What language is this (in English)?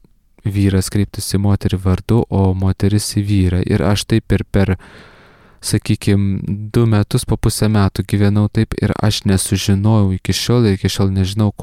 Lithuanian